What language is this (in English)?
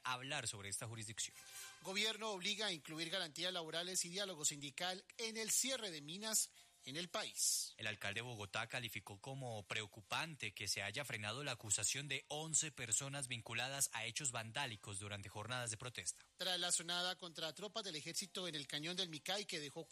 Spanish